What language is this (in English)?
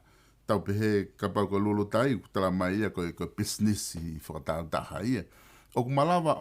Tongan